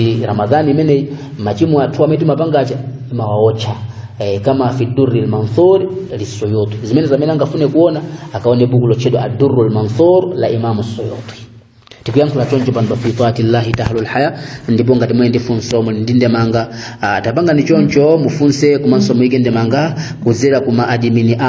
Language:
Nyanja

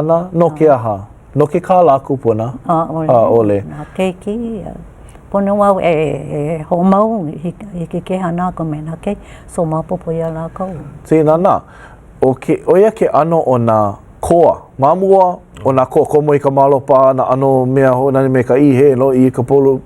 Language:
Hawaiian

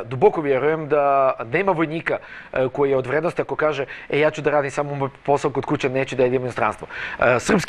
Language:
Serbian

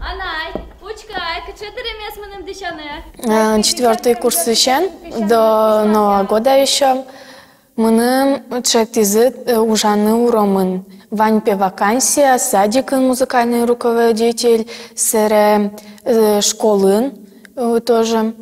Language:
Udmurt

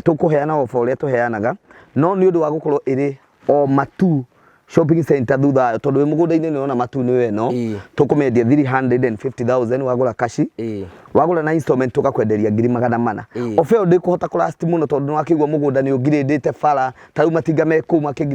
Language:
Kikuyu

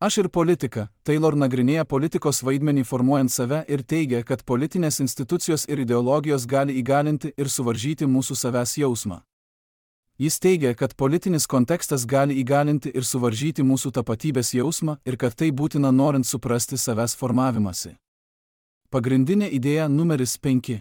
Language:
Lithuanian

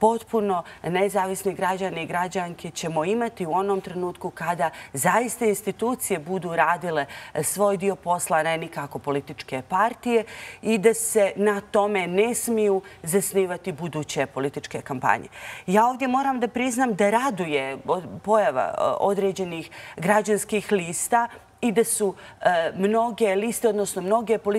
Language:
Croatian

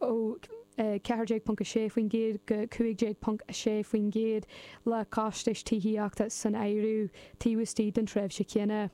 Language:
Irish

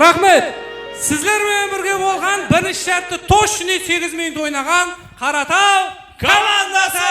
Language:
Kara-Kalpak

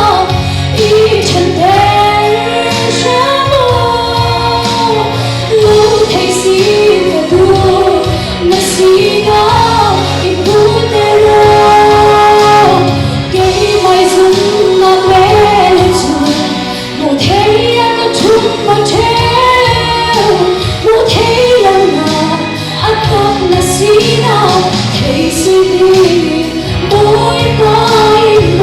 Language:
Falam Chin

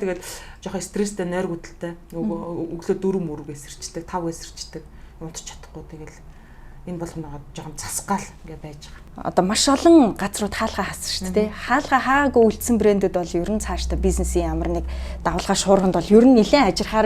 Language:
Mongolian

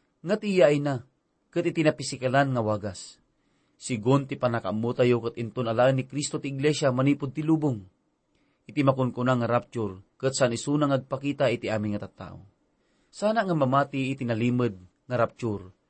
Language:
Iloko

